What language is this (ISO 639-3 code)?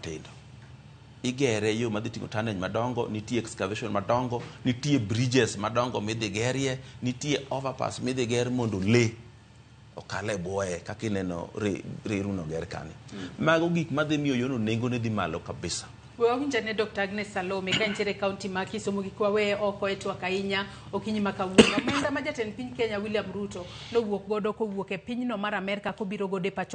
luo